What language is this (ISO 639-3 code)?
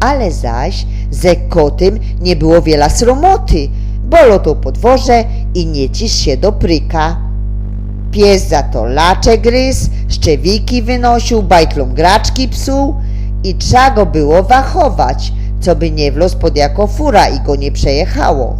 szl